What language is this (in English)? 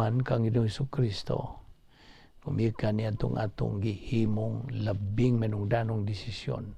Cebuano